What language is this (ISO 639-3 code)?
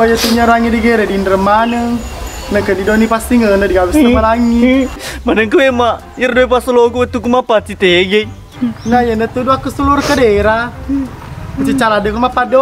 bug